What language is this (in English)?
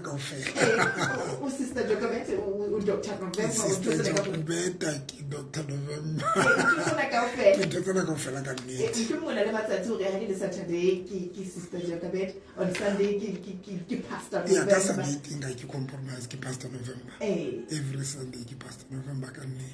Southern Sotho